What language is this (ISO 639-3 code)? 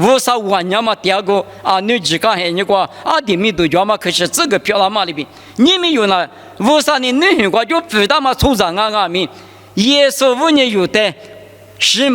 lis